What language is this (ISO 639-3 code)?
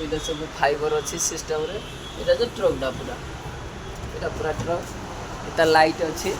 ori